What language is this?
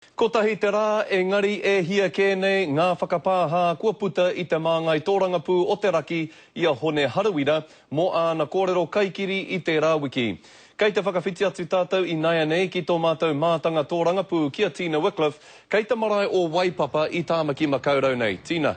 Māori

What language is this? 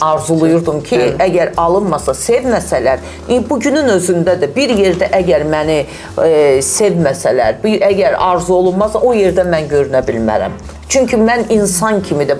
Azerbaijani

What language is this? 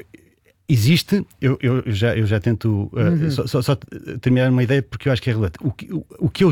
Portuguese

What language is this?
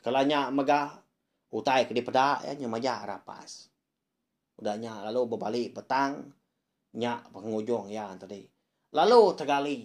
Iban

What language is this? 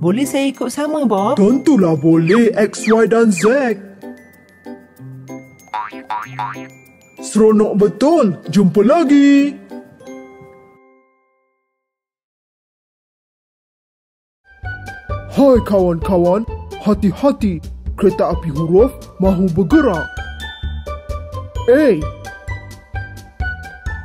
Malay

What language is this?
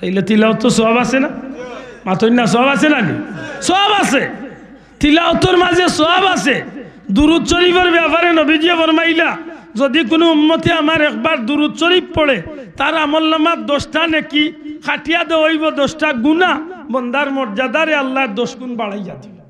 Sylheti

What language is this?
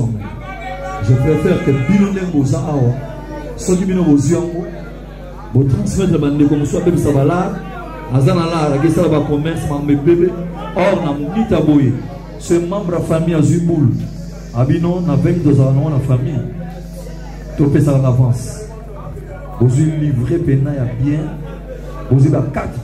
Lingala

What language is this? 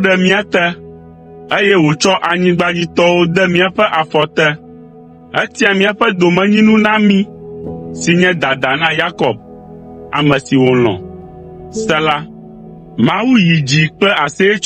Ewe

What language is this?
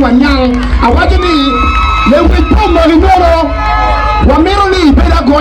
Acoli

